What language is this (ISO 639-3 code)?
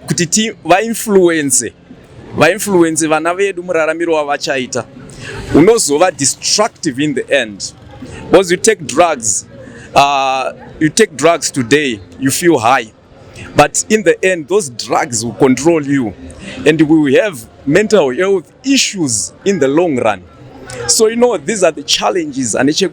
sna